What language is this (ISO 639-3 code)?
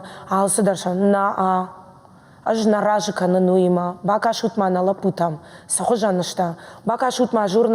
oss